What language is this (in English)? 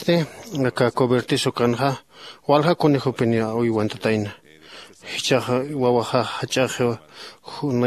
Aymara